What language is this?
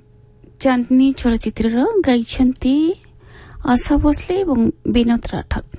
Odia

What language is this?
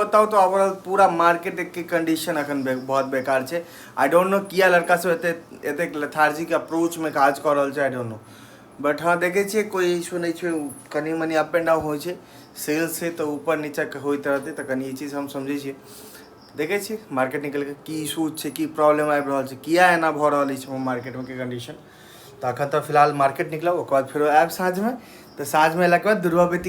Maithili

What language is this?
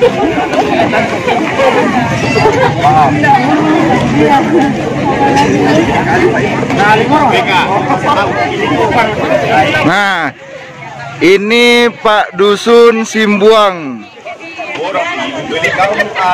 Indonesian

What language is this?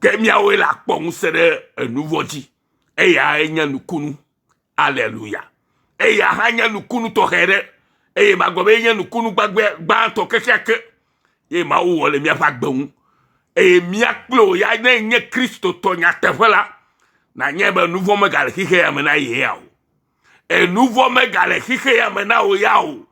Ewe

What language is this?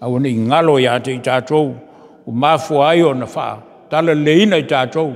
Samoan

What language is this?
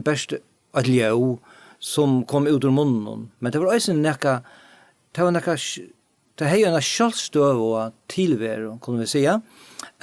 Faroese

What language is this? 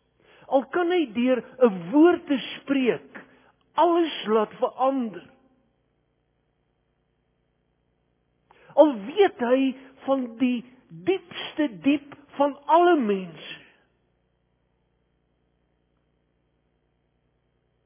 Afrikaans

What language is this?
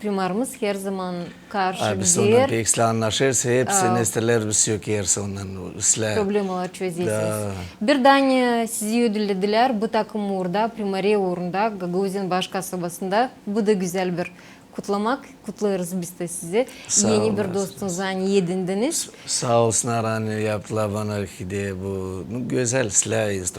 Gagauz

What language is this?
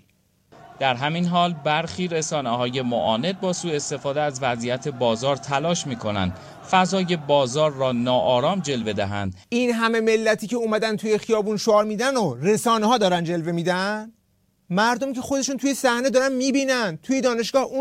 Persian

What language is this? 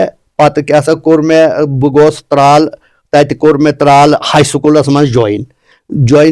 Kashmiri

